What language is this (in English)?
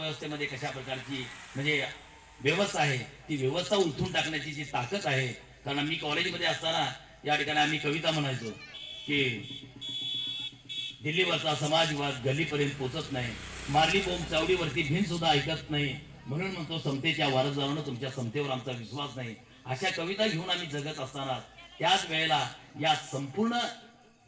Marathi